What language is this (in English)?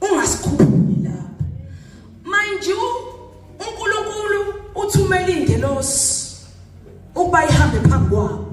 Zulu